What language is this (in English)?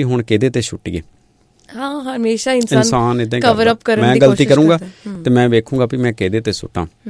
Punjabi